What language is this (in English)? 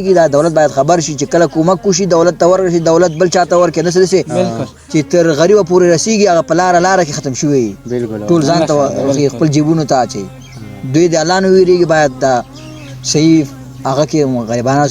Pashto